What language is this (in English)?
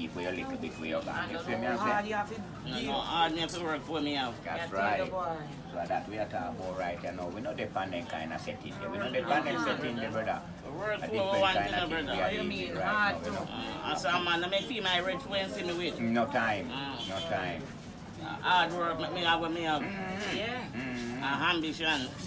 Jamaican Creole English